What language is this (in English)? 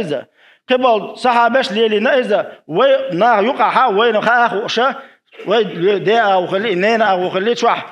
Chechen